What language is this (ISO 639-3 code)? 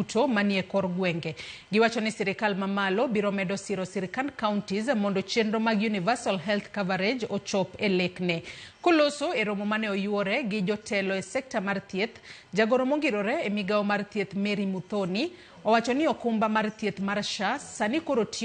luo